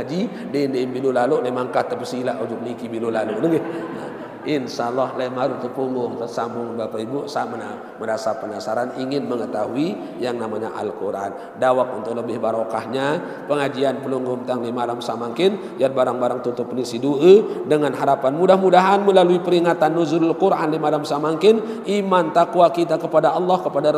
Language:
Sasak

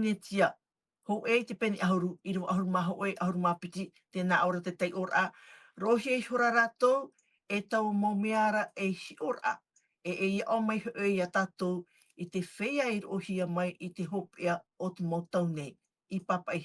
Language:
Tahitian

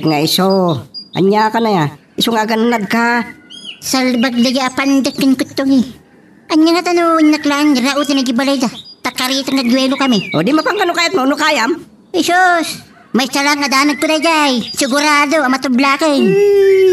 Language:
Iloko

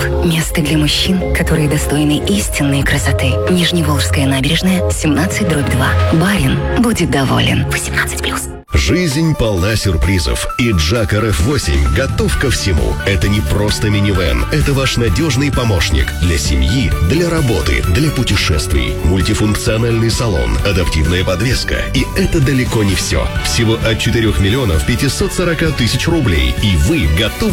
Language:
Russian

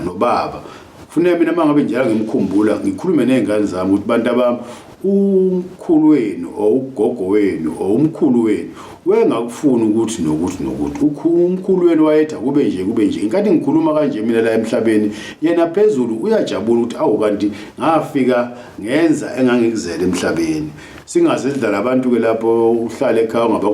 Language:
Zulu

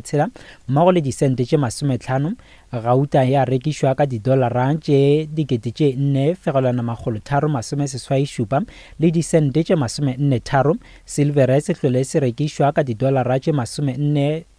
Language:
Northern Sotho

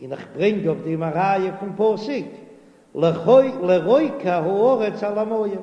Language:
Yiddish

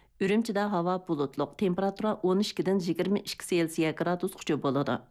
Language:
Uyghur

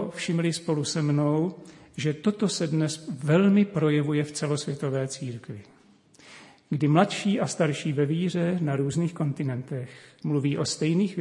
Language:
Czech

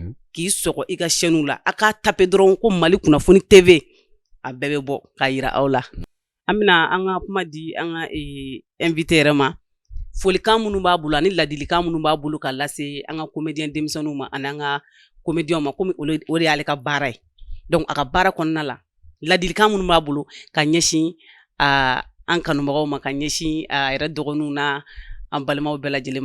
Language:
Bambara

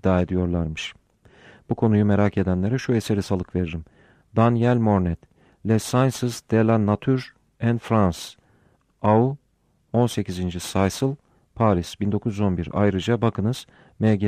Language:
Turkish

